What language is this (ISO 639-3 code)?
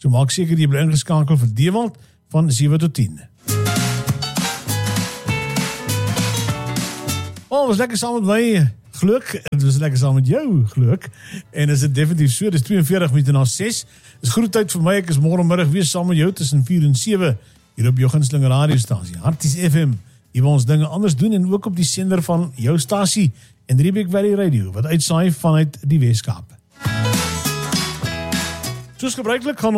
afr